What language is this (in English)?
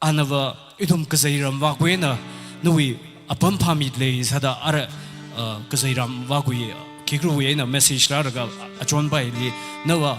Tangkhul Naga (India)